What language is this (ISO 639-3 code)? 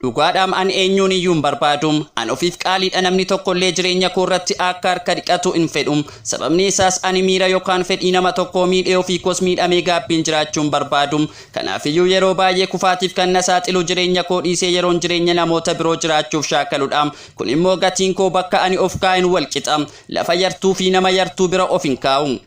orm